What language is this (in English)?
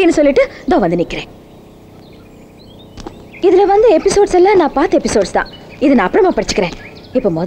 Tamil